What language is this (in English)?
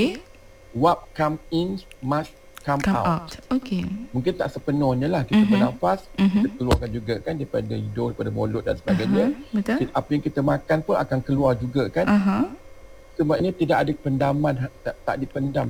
Malay